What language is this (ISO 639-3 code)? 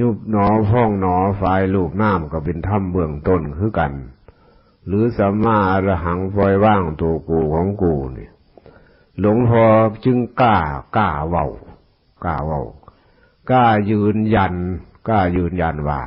tts